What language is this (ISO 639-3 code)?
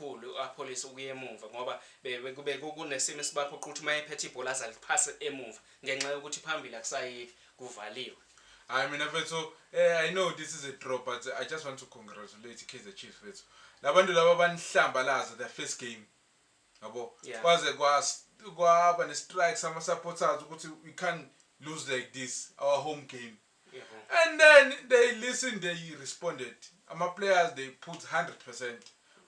zul